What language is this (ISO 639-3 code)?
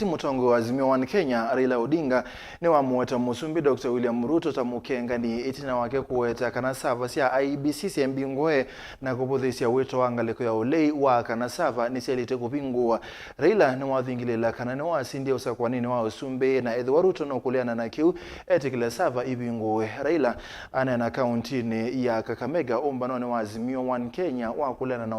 kam